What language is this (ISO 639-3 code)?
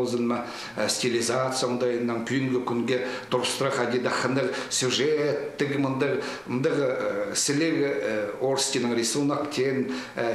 kjh